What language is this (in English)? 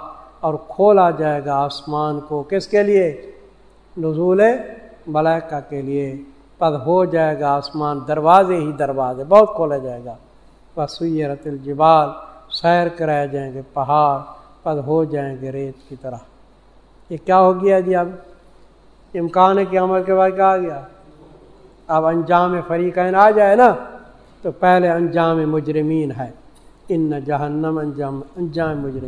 Urdu